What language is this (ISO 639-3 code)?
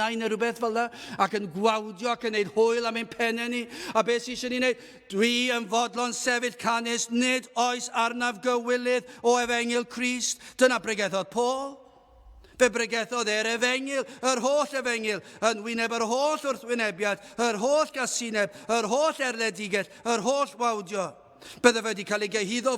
cym